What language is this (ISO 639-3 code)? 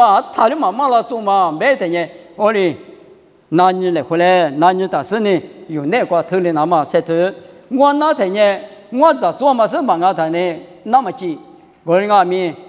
lis